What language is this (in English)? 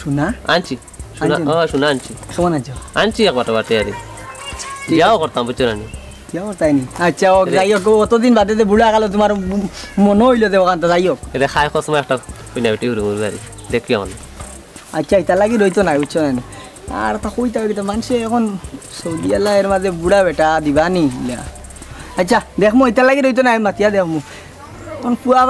Sylheti